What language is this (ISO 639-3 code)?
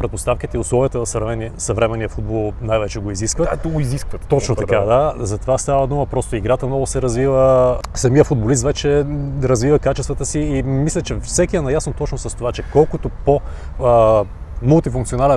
bul